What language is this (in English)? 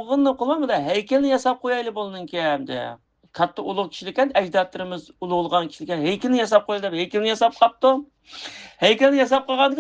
Uyghur